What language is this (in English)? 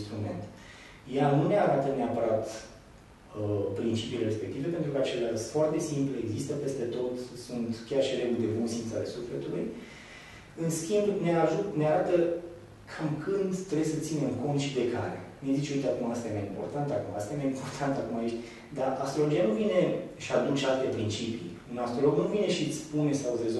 Romanian